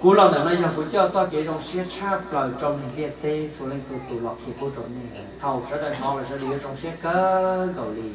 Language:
Hmong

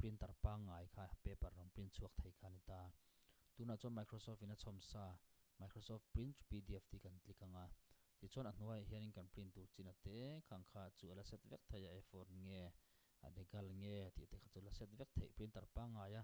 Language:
Mizo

